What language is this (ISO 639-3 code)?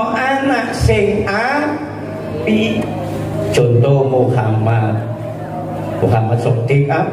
jav